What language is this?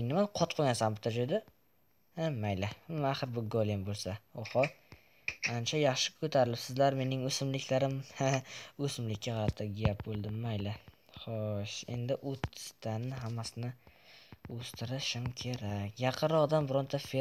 Uzbek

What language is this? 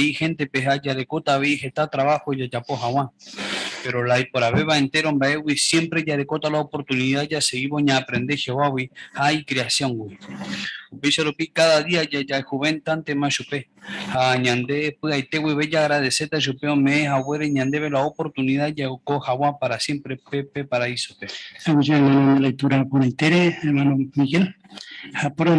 Guarani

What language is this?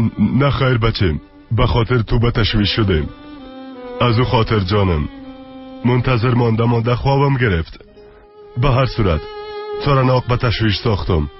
Persian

